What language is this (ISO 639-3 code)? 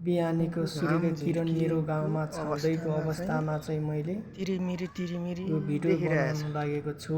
nep